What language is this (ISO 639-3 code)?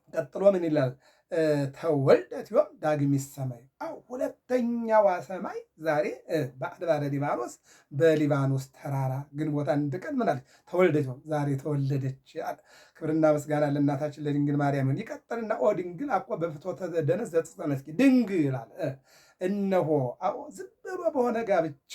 amh